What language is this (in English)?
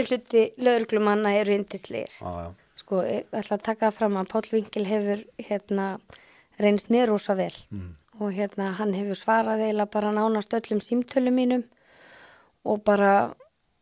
Icelandic